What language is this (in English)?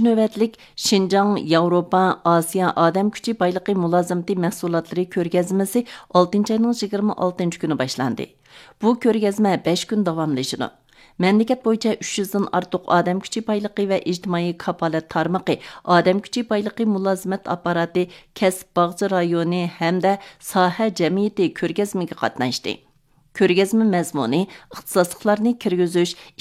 Uyghur